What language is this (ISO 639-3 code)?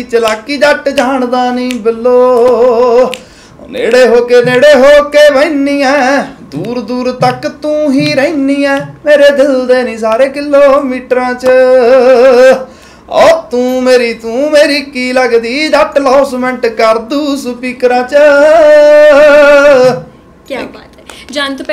pan